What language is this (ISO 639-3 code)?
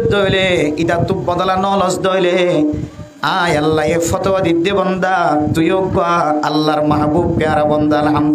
rhg